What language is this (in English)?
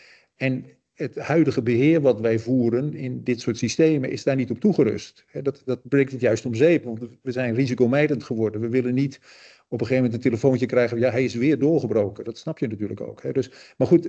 Dutch